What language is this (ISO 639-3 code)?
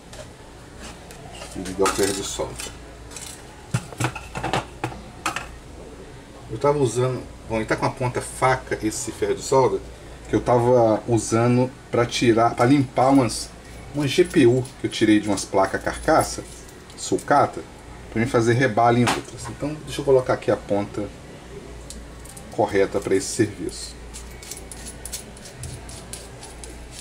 por